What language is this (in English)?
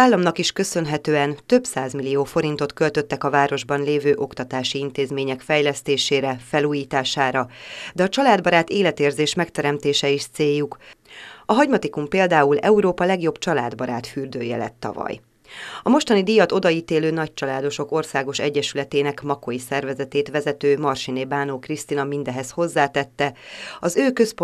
Hungarian